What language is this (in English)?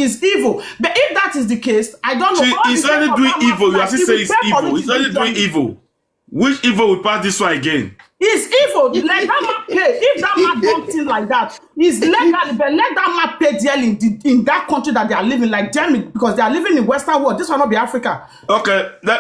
Nigerian Pidgin